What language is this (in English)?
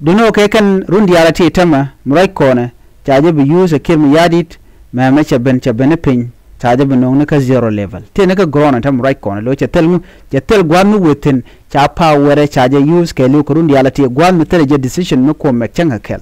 Nuer